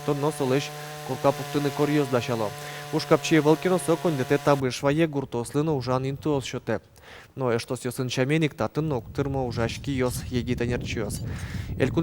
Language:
Udmurt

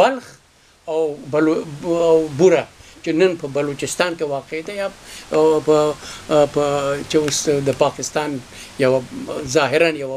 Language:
Pashto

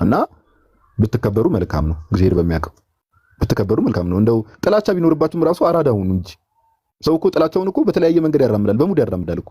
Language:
Amharic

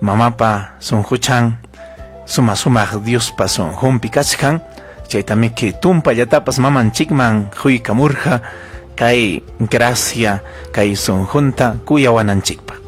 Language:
Ayacucho Quechua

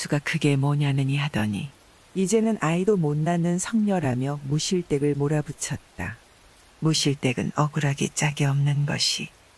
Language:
Korean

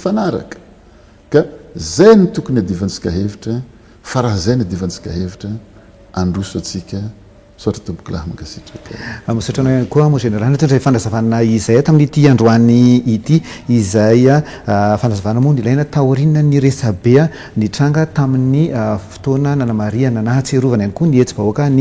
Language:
Malagasy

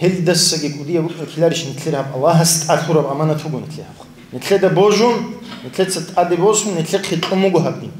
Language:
Avaric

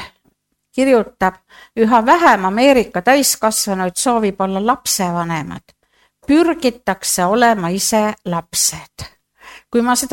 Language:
Estonian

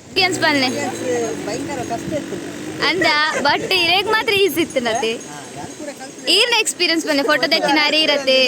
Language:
Tulu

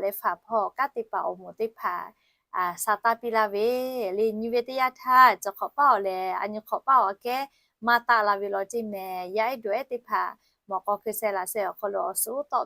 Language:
Lahu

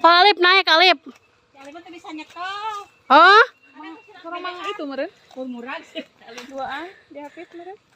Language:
Sundanese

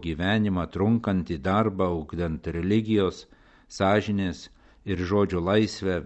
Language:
Lithuanian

